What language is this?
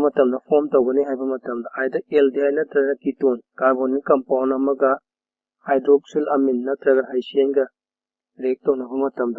Manipuri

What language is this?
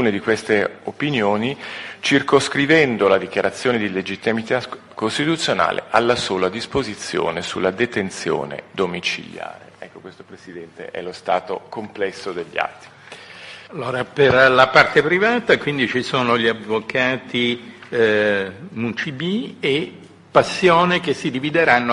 Italian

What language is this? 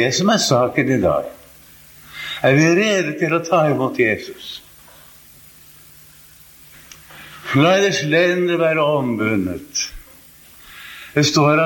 Norwegian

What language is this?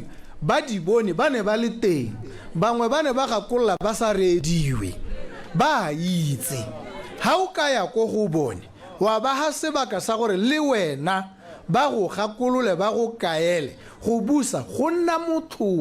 Tswana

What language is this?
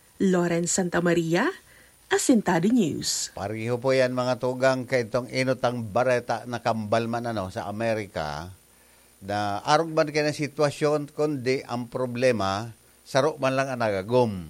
Bikol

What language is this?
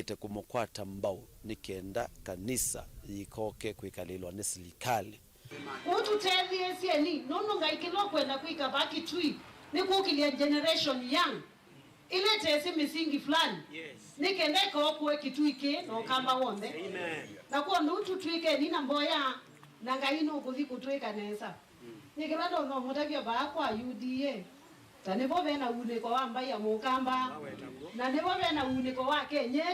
Kamba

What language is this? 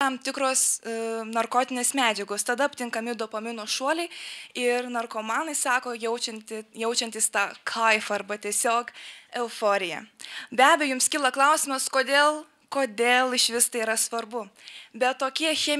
Lithuanian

